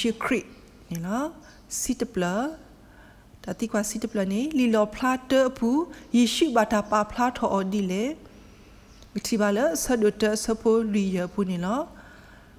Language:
S'gaw Karen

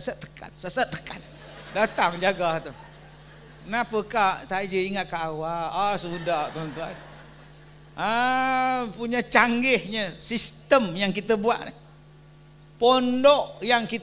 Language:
Malay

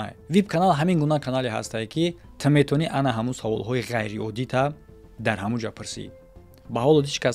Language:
Tajik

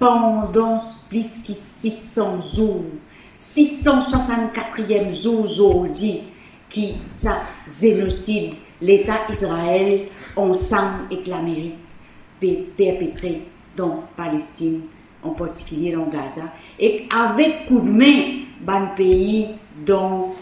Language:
Morisyen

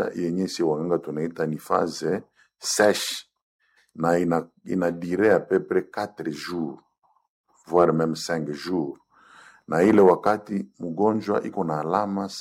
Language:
Swahili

